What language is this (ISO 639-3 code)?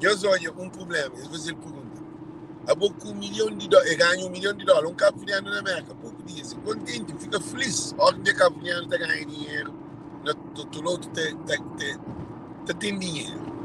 kea